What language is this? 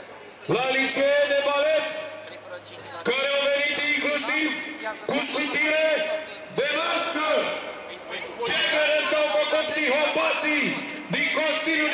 Romanian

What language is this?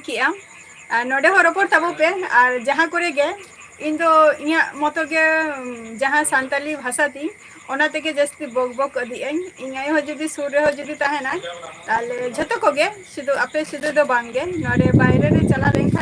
Santali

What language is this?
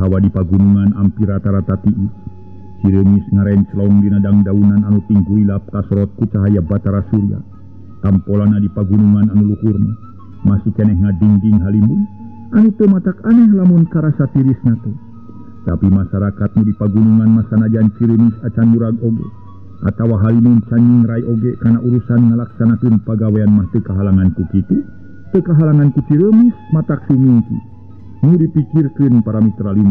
Sundanese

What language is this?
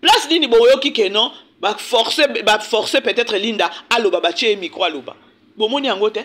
Lingala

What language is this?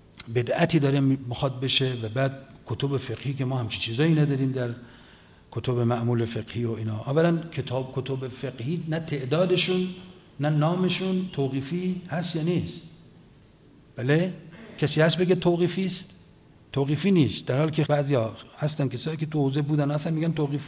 Persian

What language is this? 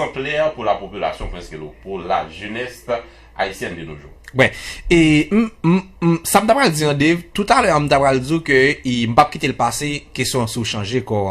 Haitian Creole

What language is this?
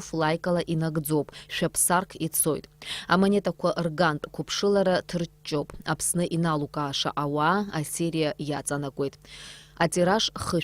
Abkhazian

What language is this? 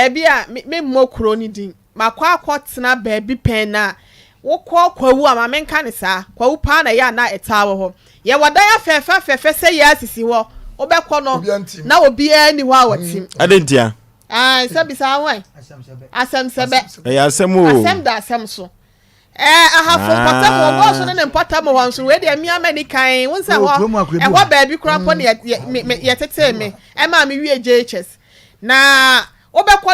Akan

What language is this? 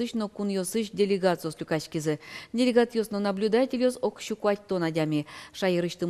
Udmurt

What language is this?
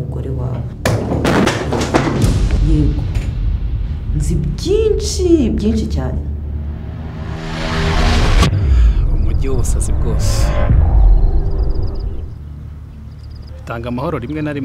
Kinyarwanda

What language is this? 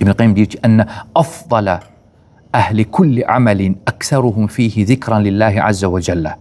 Azerbaijani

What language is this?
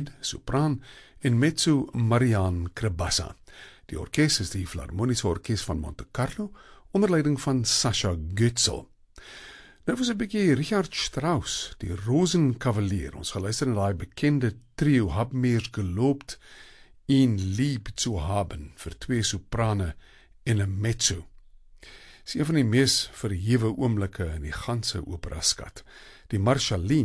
Afrikaans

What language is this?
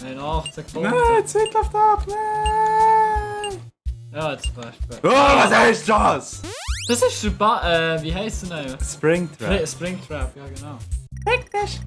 Swiss German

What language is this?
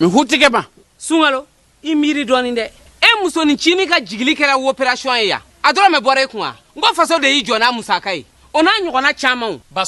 Bambara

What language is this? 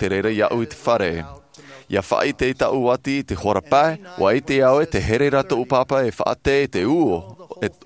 Tahitian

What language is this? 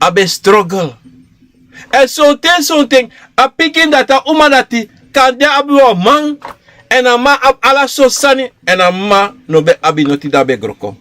Sranan Tongo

